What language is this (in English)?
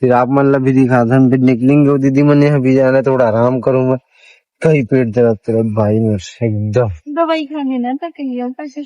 Chhattisgarhi